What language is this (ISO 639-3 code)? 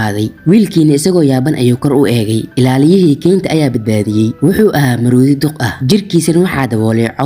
som